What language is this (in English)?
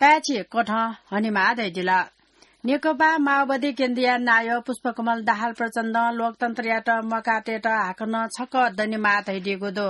Newari